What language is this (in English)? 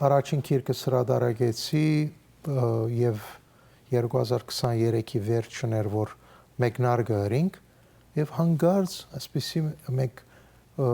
Western Armenian